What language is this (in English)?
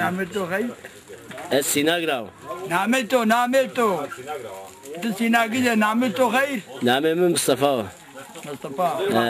Zaza